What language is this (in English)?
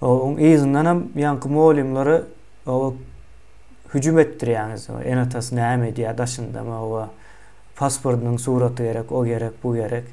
Turkmen